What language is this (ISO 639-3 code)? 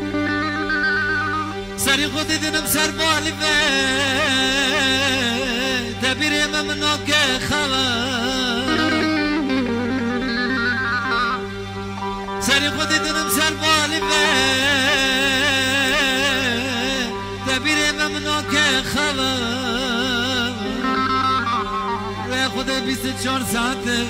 fas